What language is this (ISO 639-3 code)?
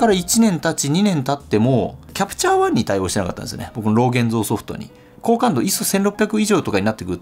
jpn